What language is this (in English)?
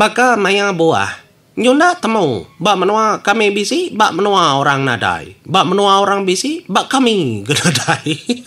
Iban